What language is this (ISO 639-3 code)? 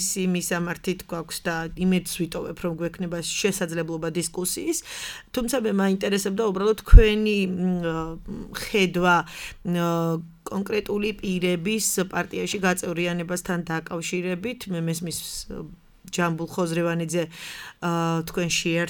kat